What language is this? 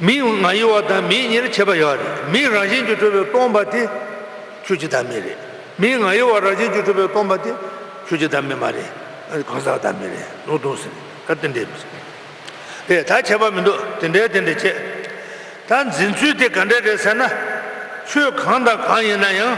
Tibetan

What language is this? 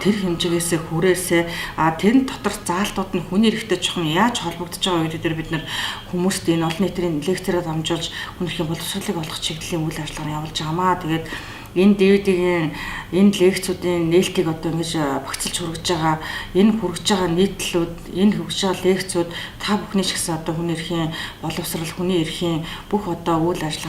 Mongolian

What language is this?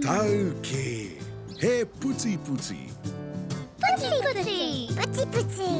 Māori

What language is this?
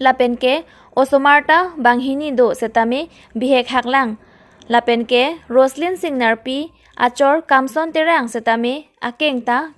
Karbi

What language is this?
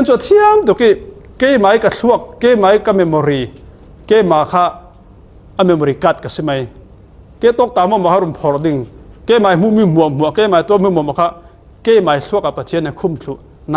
Falam Chin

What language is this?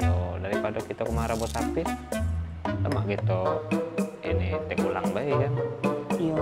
Musi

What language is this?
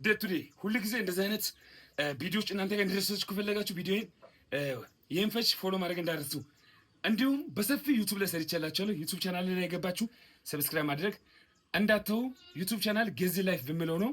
Amharic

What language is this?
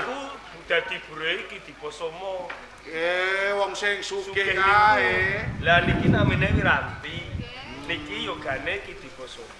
Javanese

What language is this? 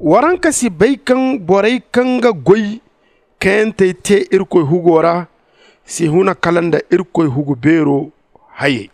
Zarma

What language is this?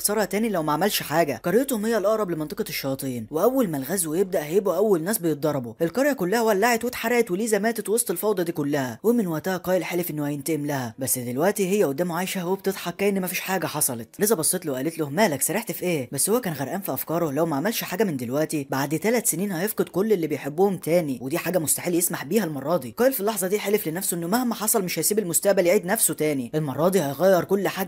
Egyptian Arabic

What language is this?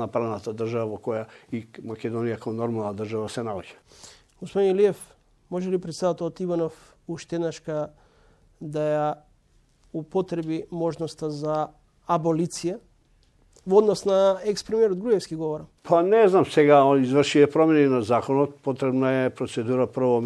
Macedonian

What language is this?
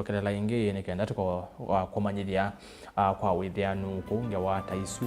Kamba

